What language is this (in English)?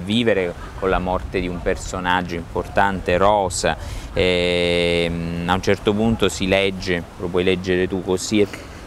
Italian